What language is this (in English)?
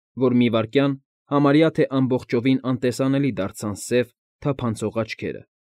Armenian